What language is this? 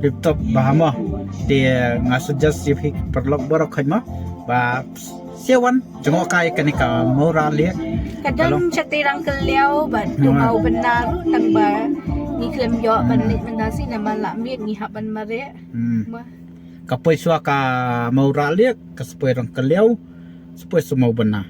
Khasi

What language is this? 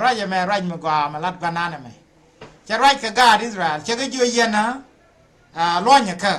Nuer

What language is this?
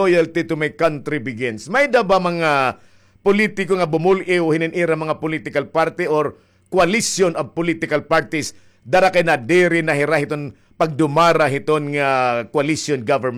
Waray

